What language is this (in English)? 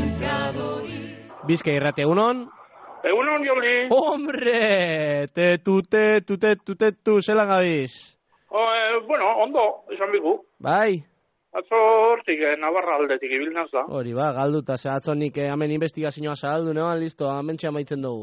Basque